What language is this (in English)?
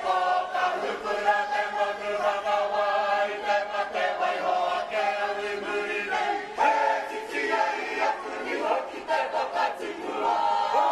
Māori